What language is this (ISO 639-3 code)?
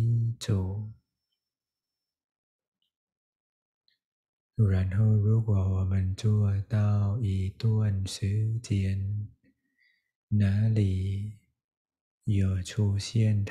zho